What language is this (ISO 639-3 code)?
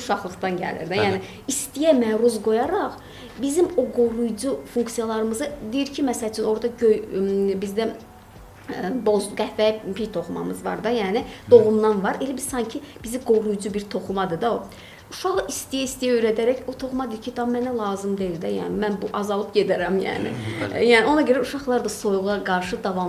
aze